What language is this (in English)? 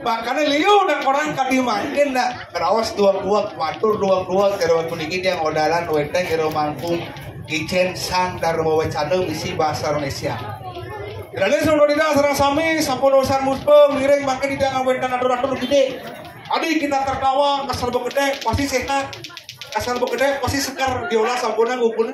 Balinese